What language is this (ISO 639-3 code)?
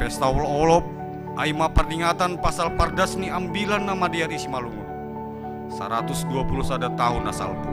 bts